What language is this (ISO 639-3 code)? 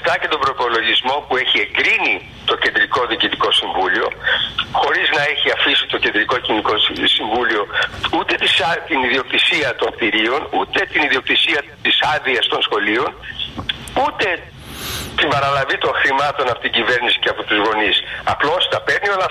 ell